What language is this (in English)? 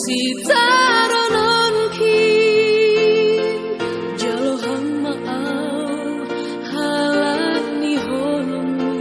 Batak Simalungun